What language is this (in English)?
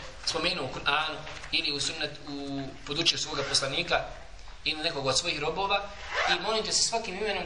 Bosnian